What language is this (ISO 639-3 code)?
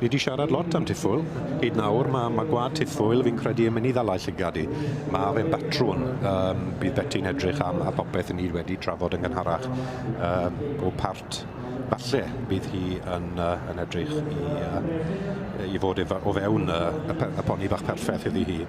cym